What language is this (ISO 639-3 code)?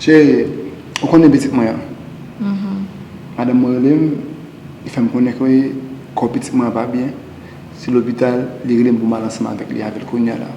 hat